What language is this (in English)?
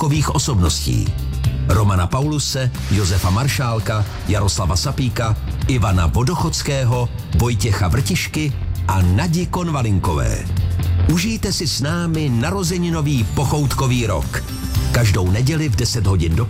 Czech